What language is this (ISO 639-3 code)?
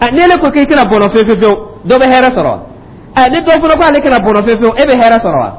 dyu